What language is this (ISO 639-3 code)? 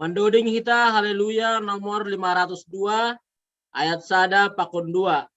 bts